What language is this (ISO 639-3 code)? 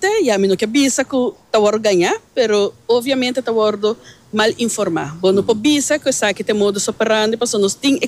pap